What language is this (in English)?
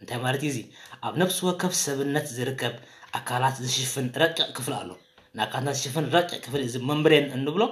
Tigrinya